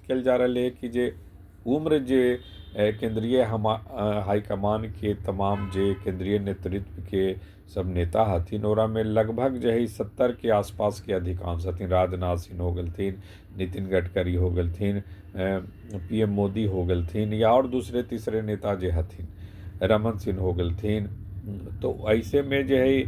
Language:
Magahi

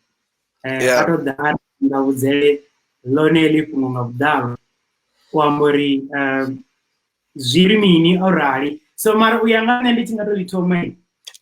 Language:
Venda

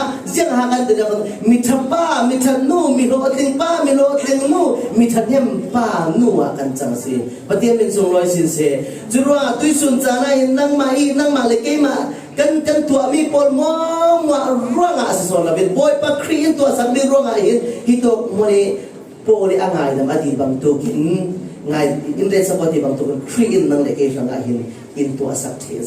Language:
Falam Chin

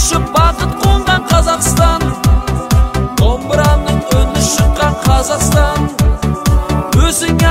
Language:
Kazakh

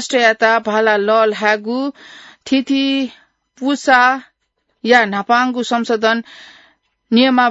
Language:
Newari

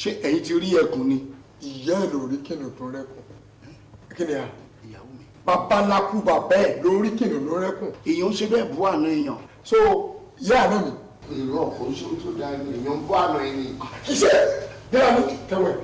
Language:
Yoruba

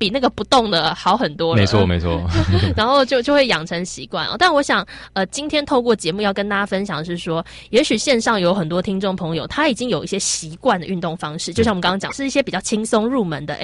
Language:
Chinese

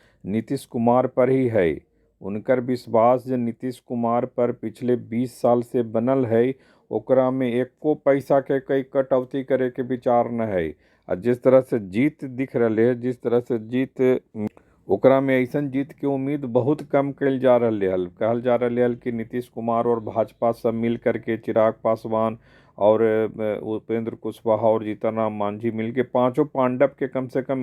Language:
Magahi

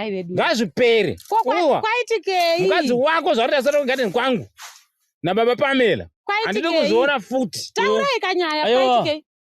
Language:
Shona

